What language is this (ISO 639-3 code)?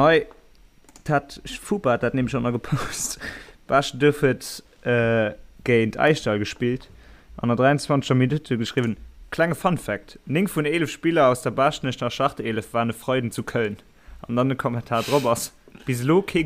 ltz